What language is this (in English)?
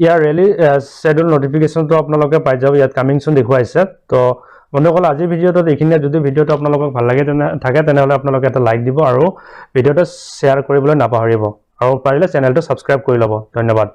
Assamese